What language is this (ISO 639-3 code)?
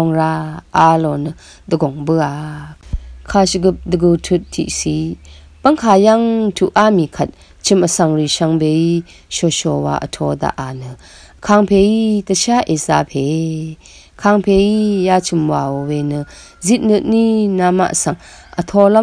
raw